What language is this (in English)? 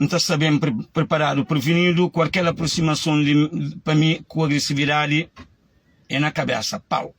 Kabuverdianu